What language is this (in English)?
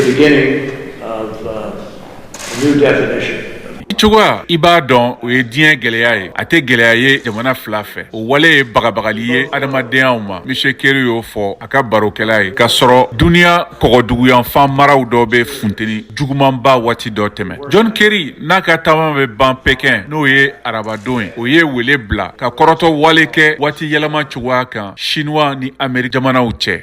Bambara